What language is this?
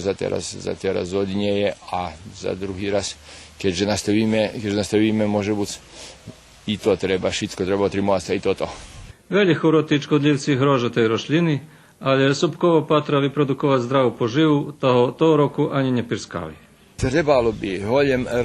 Rusyn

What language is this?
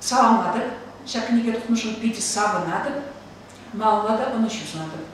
Chuvash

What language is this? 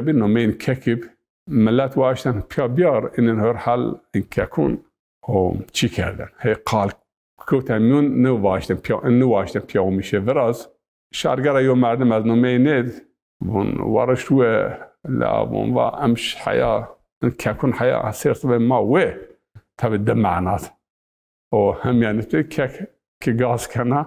Zaza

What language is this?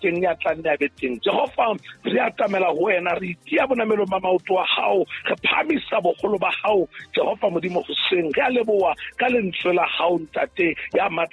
Southern Sotho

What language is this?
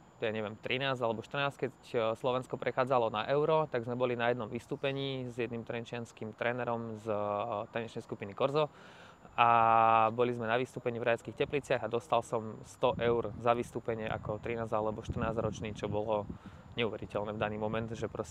Slovak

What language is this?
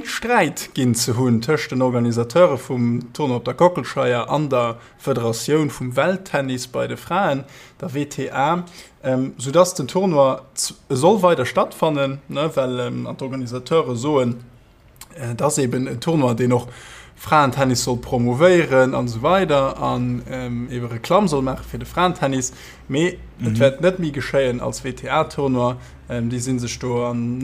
Luxembourgish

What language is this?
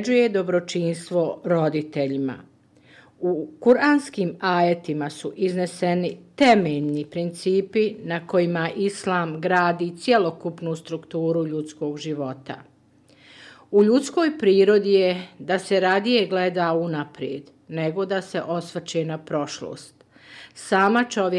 Bosnian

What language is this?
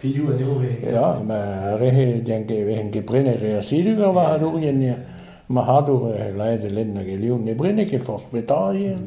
Breton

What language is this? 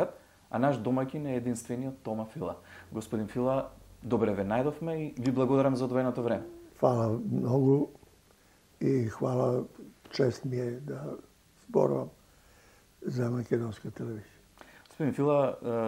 Macedonian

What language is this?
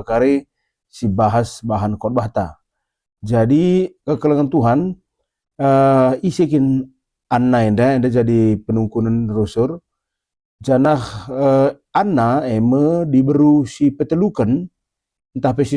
Batak Karo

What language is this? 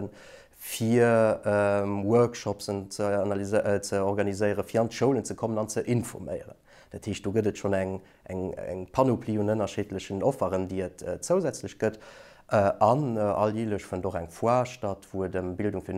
Luxembourgish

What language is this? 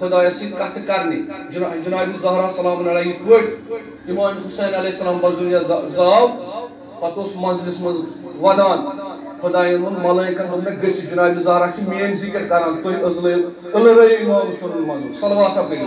Kashmiri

